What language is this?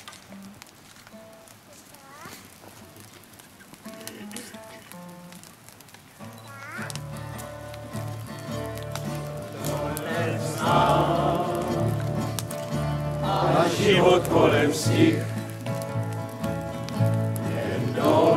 Czech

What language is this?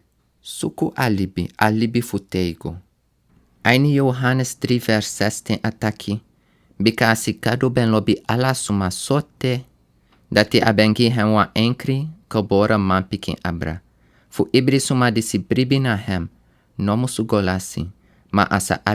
Sranan Tongo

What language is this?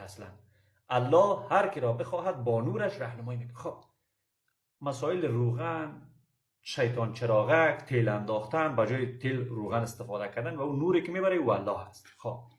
Persian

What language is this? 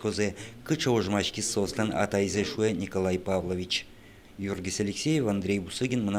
Udmurt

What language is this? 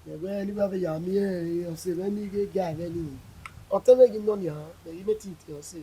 Bini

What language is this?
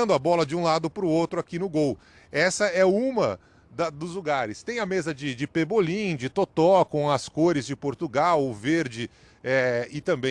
Portuguese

